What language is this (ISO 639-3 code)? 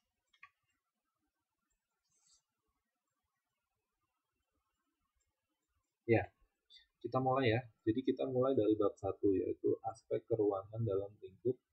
ind